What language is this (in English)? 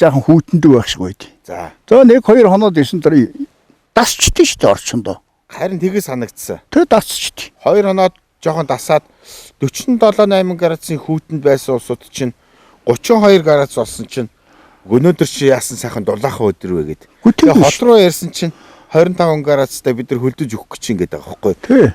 Mongolian